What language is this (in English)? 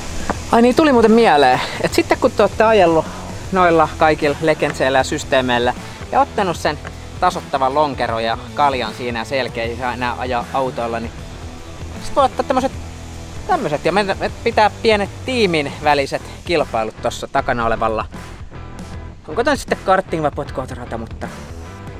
Finnish